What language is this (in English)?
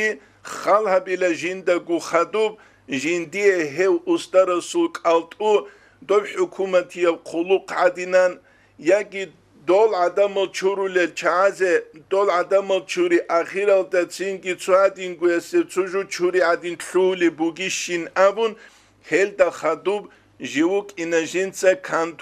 Avaric